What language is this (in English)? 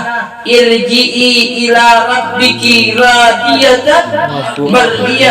Betawi